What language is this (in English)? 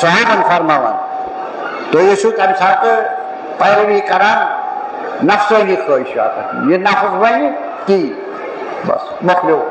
Kashmiri